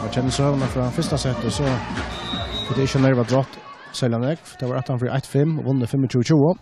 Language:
Faroese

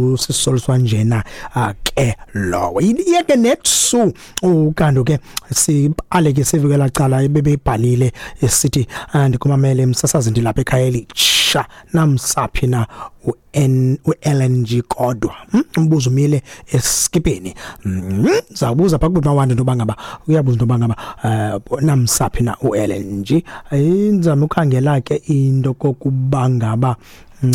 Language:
Xhosa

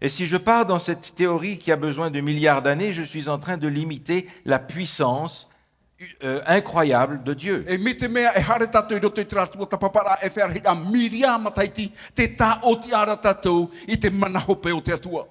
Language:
Tahitian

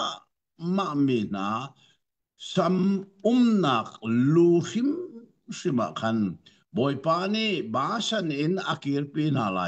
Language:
Hakha Chin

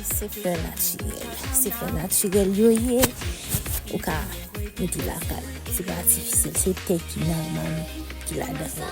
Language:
Haitian Creole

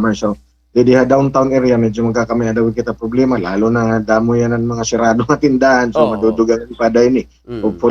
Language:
Waray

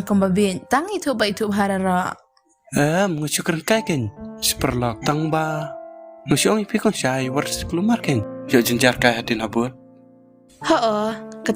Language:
Khasi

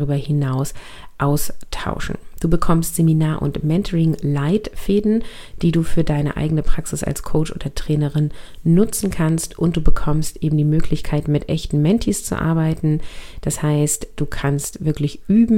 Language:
German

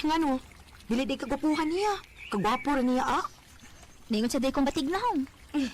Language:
Cebuano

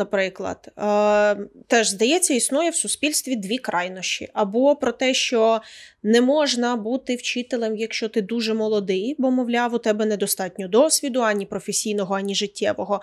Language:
Ukrainian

